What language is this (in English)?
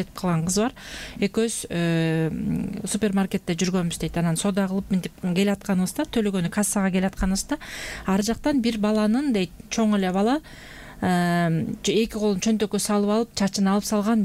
Kyrgyz